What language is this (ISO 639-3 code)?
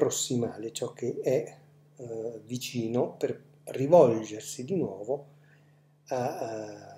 ita